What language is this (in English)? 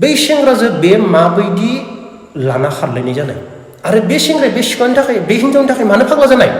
Bodo